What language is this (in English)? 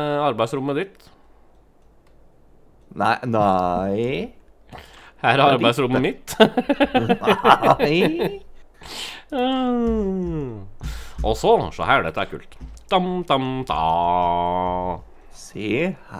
Norwegian